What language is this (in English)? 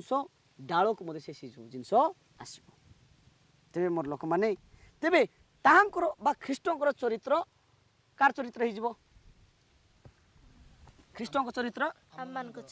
Odia